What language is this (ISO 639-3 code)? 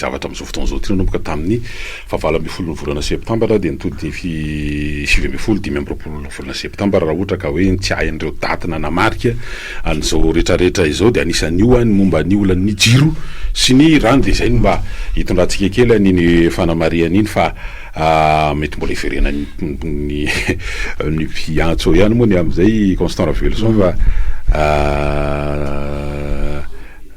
mlg